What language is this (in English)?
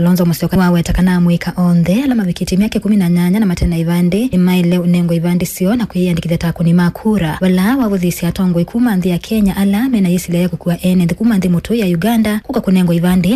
Kamba